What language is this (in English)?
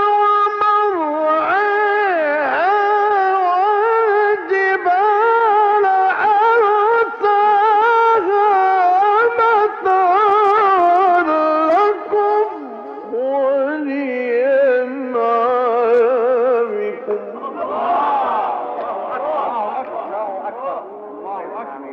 Arabic